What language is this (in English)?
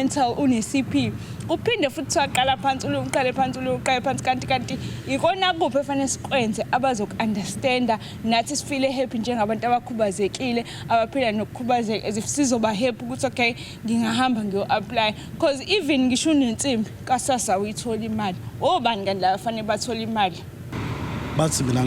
Zulu